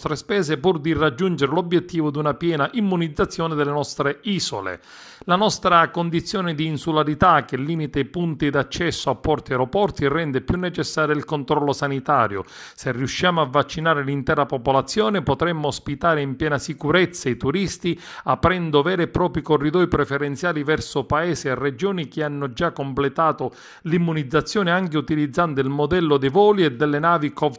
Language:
Italian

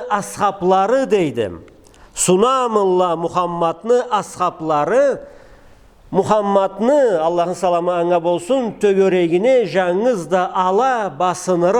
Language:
Karachay-Balkar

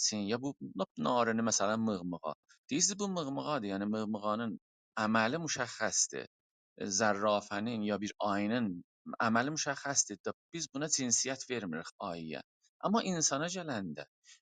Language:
South Azerbaijani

